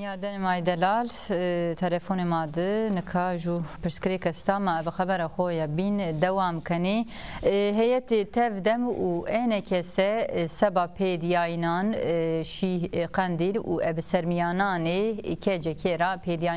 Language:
Zaza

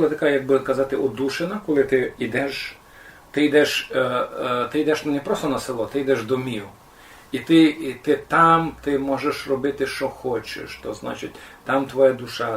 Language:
Rusyn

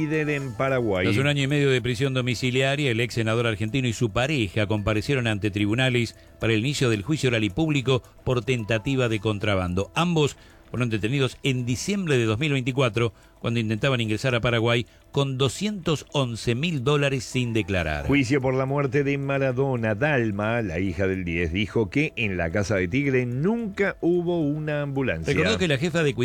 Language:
Spanish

